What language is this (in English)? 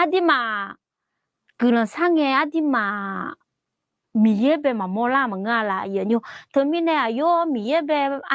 Akha